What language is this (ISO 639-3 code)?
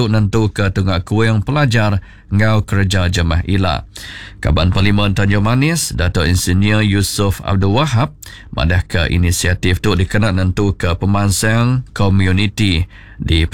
iba